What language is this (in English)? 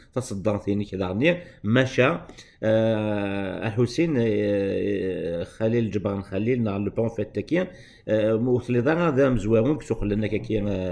Kabyle